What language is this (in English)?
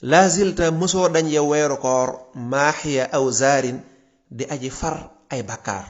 Wolof